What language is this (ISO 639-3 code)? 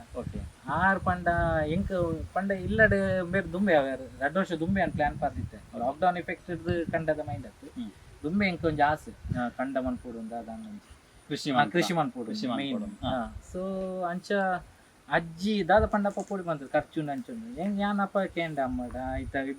tcy